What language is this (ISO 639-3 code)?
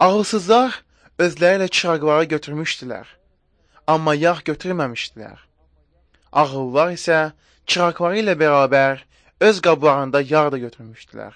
aze